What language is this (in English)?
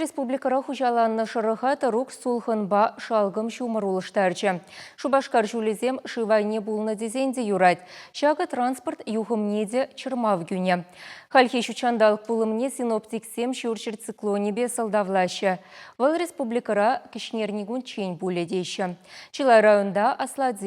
Chuvash